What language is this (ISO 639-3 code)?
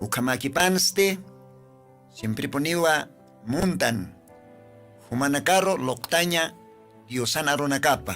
aym